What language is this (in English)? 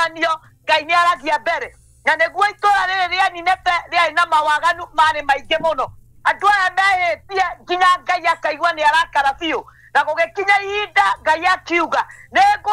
Kikuyu